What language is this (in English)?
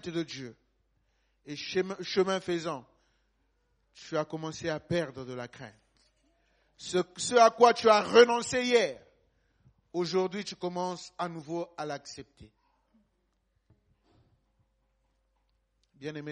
French